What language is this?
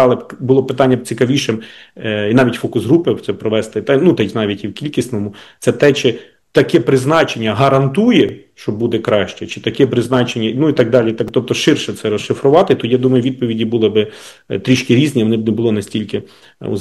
Ukrainian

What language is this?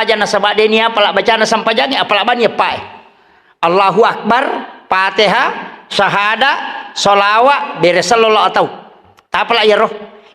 Buginese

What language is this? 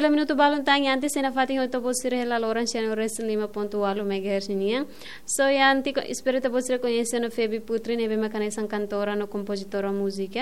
Tetum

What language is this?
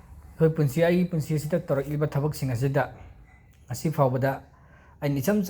Manipuri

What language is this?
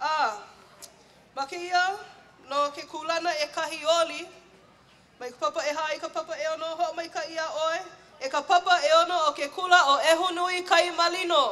Hawaiian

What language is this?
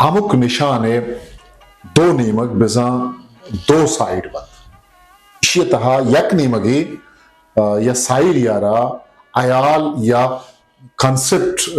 Eastern Balochi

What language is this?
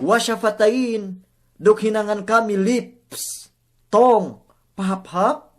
Yakan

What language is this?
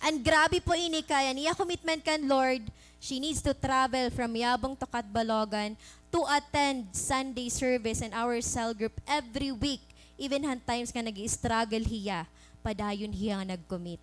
Waray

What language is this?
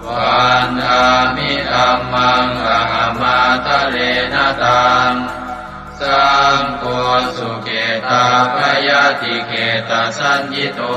Pali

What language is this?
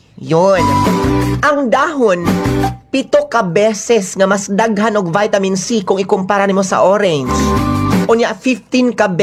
Cebuano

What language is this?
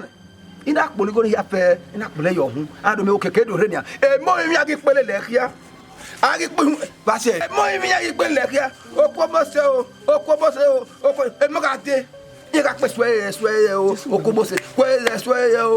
Bini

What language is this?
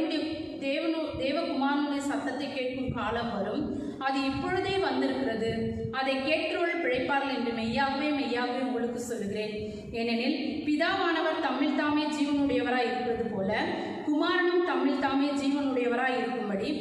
Tamil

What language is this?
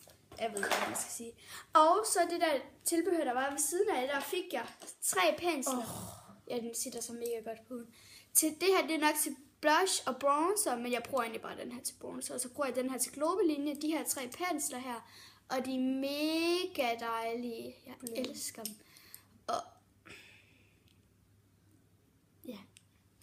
Danish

